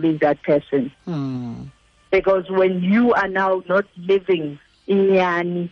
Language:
Xhosa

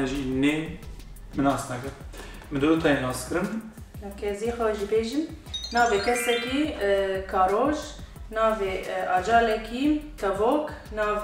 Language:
Kurdish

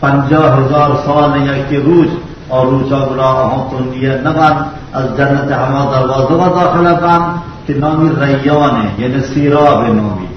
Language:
Baluchi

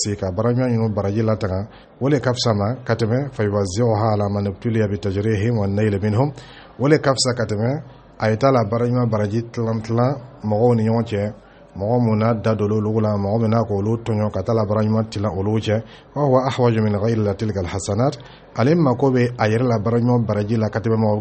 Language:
Dyula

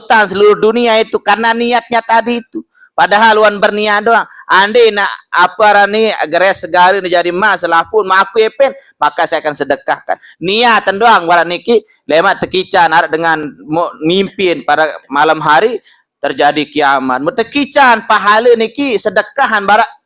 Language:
Sasak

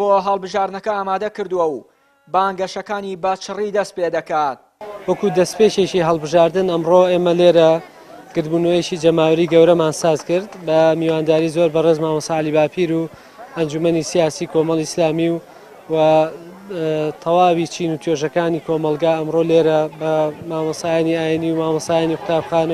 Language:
Central Kurdish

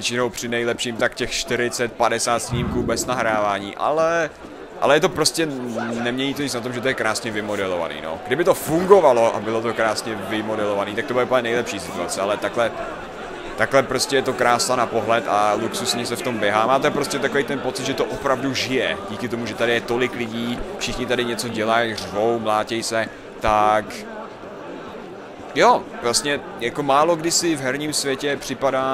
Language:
Czech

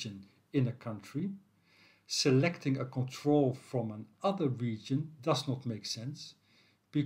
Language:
English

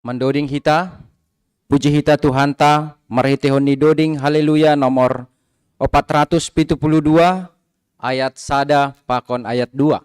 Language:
Batak Simalungun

